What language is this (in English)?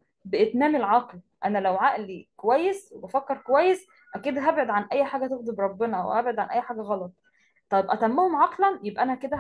Egyptian Arabic